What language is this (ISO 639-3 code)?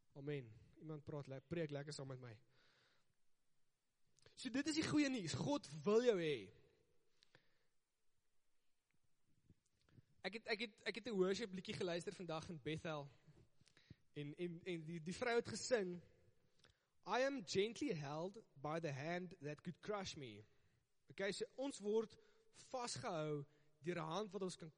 afr